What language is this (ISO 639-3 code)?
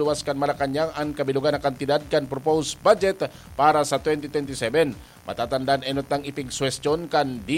bik